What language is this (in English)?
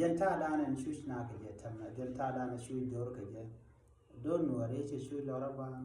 Nuer